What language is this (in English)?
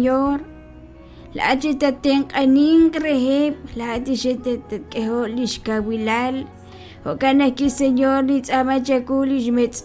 Kekchí